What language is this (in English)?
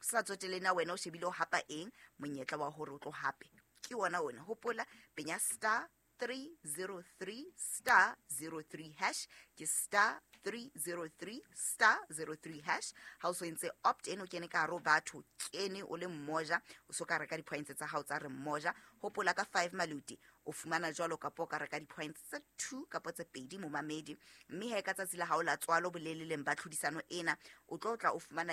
Southern Sotho